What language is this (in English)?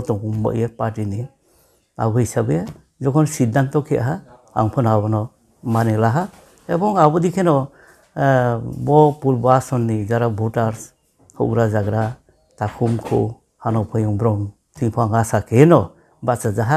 Riang (India)